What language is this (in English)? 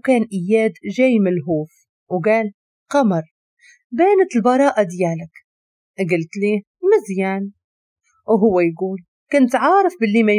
Moroccan Arabic